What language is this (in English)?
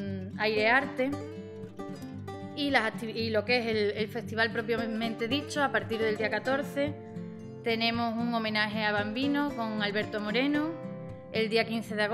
Spanish